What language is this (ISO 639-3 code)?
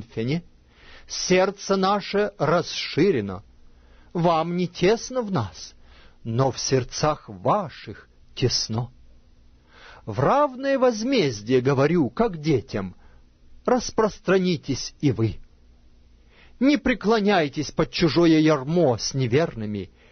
rus